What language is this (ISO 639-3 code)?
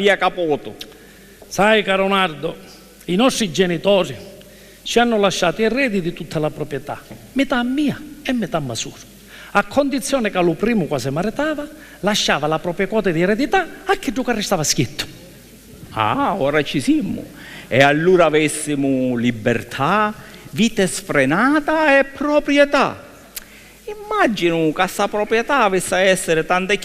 scn